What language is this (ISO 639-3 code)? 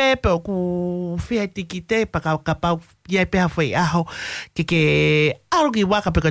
ton